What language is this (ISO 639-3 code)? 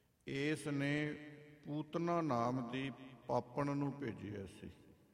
pan